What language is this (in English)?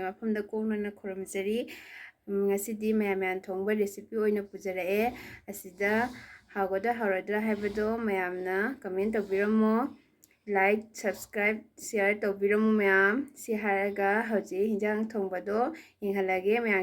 Manipuri